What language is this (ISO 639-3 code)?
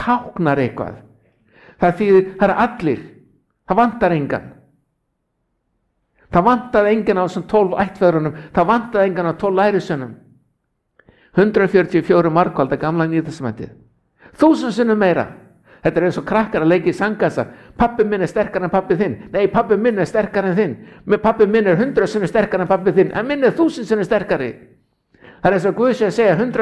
isl